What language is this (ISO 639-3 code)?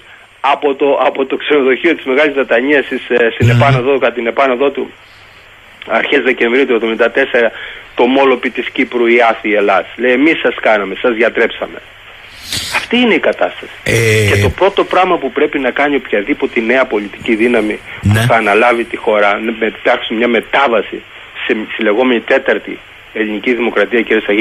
ell